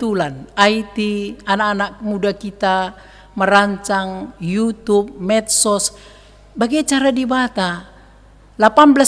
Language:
Batak Karo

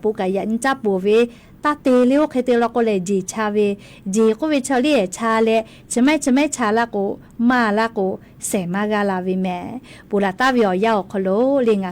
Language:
Lahu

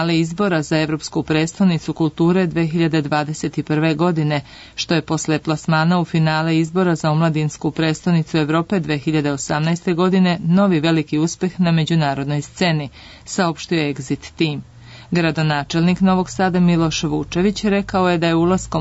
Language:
Serbian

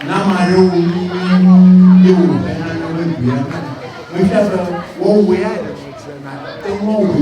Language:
Ewe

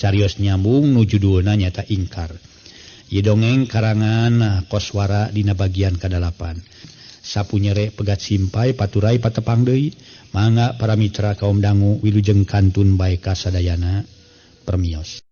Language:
Sundanese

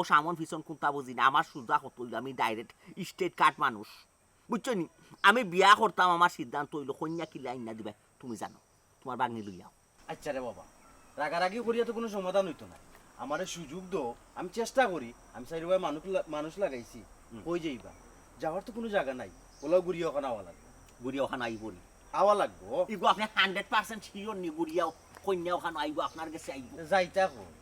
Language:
Sylheti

